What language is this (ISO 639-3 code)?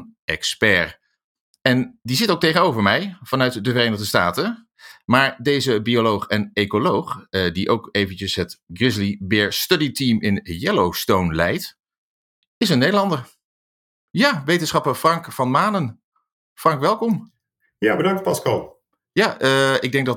nld